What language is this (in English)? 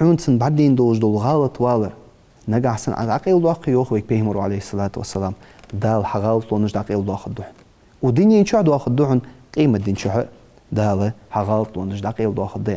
Ingush